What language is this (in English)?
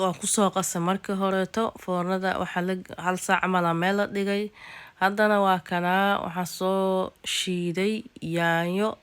Somali